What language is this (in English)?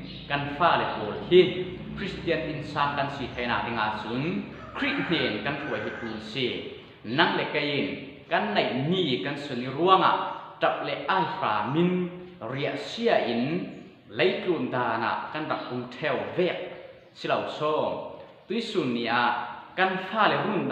Falam Chin